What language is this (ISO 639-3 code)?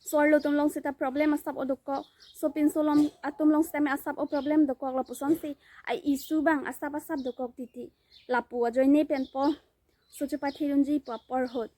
mjw